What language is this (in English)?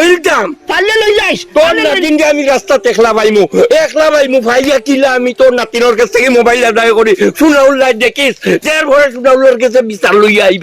Sylheti